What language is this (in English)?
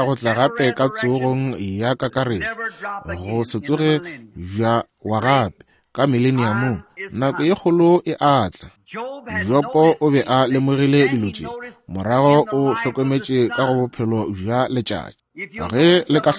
Northern Sotho